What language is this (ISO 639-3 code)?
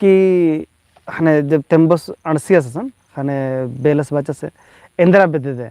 kru